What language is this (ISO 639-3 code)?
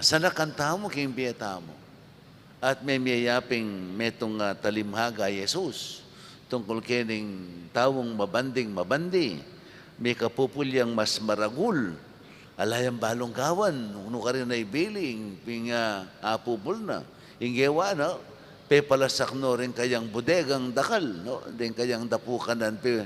pam